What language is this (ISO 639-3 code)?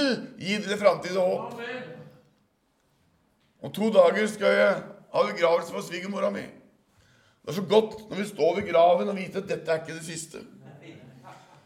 nor